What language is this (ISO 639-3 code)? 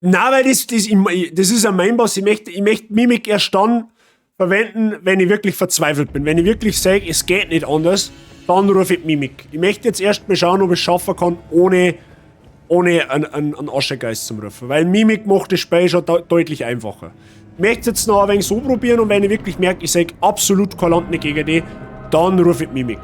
bar